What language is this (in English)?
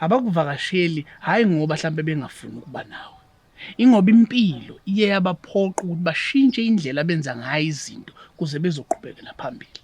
Zulu